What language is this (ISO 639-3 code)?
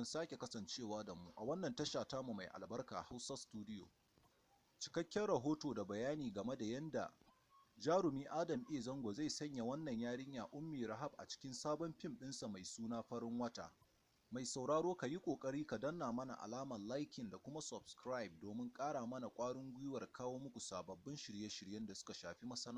hau